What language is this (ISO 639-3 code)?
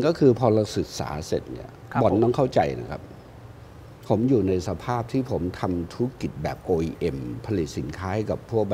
tha